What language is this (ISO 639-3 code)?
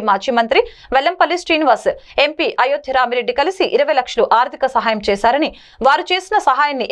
tel